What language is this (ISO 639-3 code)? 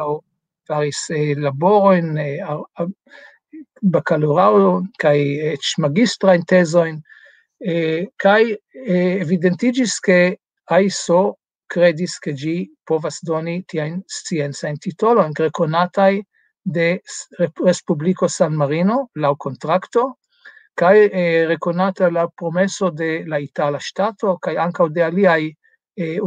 epo